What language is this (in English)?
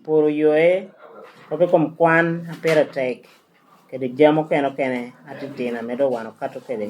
Lango (Uganda)